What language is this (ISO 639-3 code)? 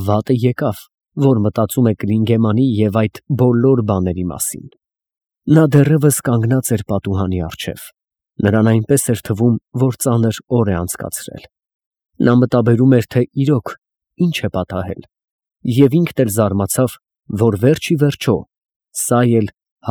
hye